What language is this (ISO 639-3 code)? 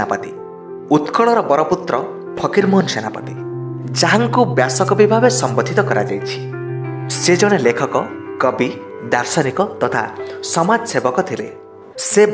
ori